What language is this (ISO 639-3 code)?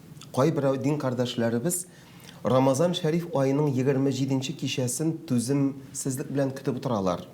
tat